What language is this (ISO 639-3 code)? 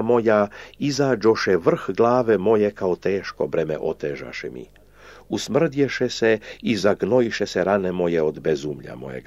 srp